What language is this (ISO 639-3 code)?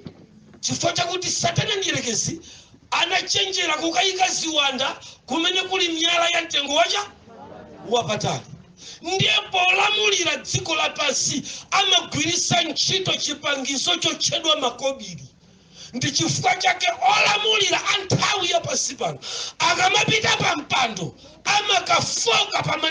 nya